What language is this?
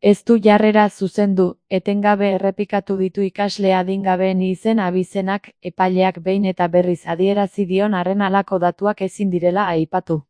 Basque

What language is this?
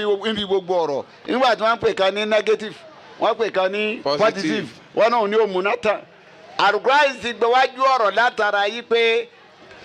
Yoruba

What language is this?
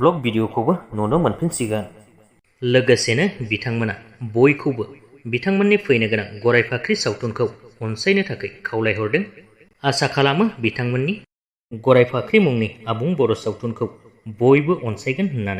Bodo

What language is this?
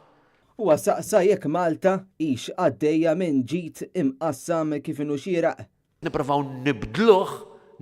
Maltese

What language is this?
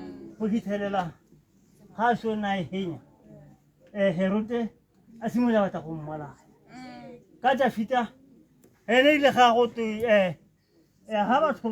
Tswana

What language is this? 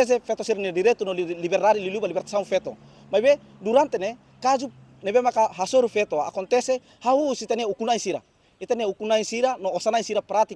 Tetum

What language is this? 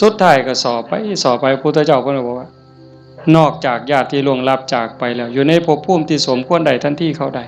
Northeastern Thai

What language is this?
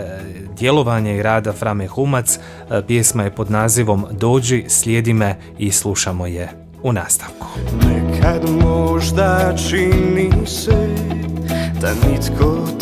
Croatian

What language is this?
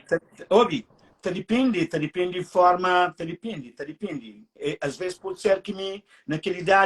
Kabuverdianu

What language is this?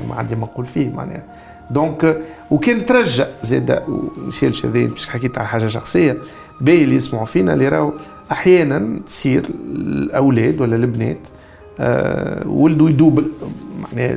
Tunisian Arabic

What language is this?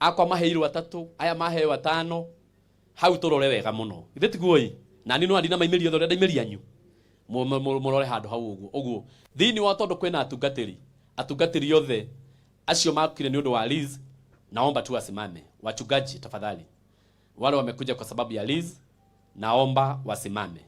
Kikuyu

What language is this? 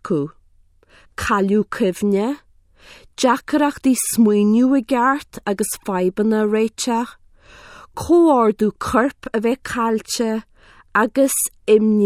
Irish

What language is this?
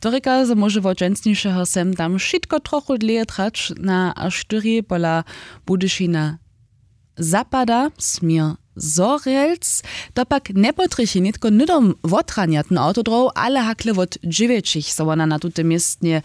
Upper Sorbian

